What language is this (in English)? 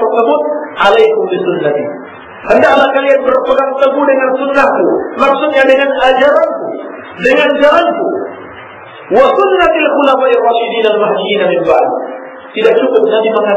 Indonesian